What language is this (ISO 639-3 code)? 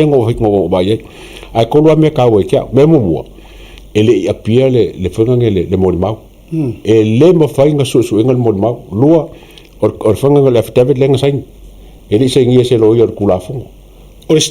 smo